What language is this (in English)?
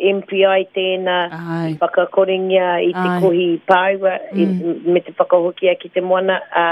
Māori